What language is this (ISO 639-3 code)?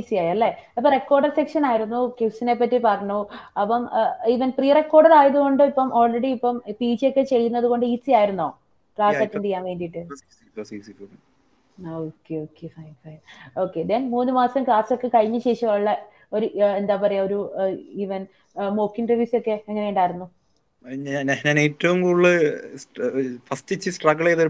mal